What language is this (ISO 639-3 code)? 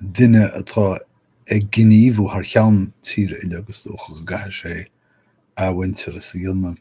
gle